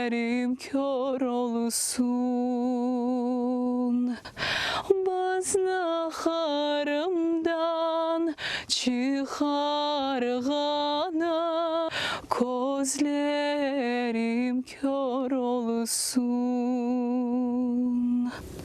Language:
Crimean Tatar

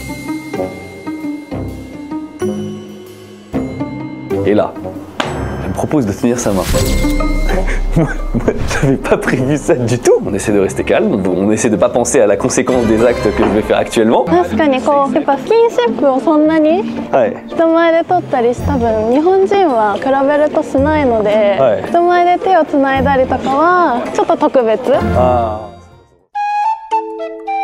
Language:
Japanese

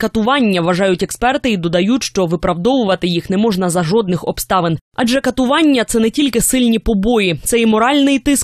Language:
Ukrainian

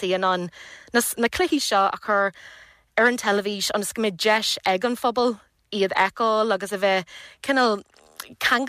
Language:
Irish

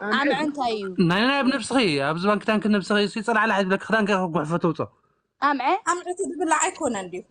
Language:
Tigrinya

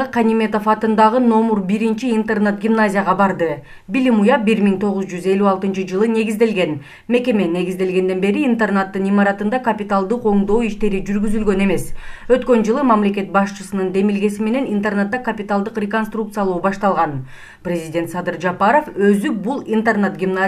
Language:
Kyrgyz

